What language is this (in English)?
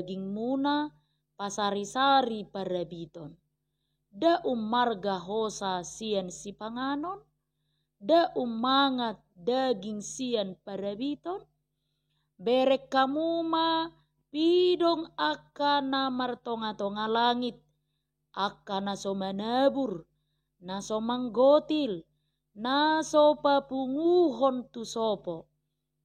Batak Toba